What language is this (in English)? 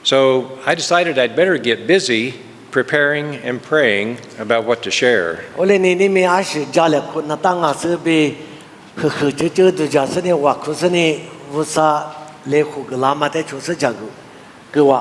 Lisu